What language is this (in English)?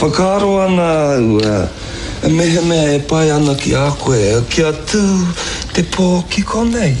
Māori